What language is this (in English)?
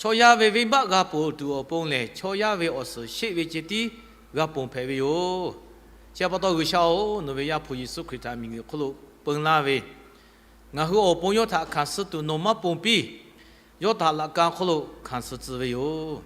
Lahu